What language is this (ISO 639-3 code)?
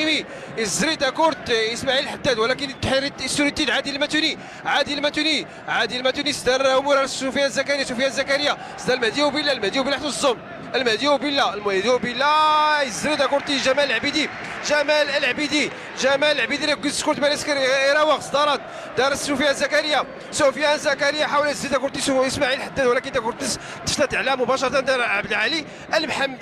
ary